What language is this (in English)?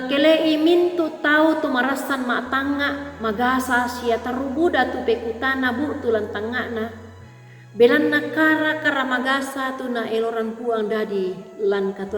Toraja-Sa'dan